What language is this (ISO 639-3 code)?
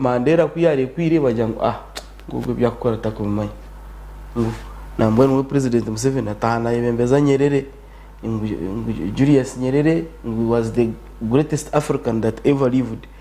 nyn